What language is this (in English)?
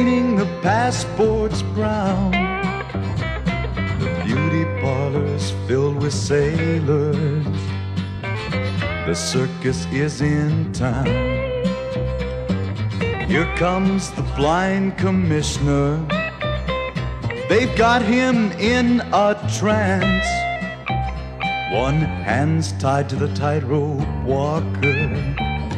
English